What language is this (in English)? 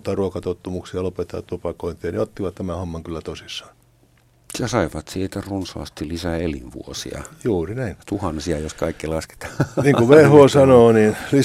Finnish